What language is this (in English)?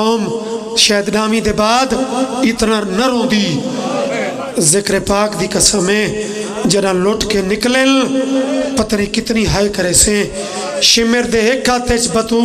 Pahari-Potwari